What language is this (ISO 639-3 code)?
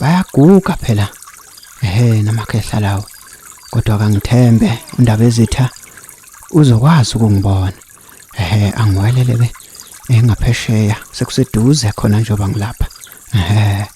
zul